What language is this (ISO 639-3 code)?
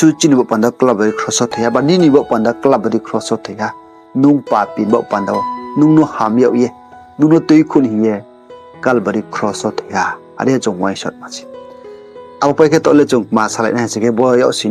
ria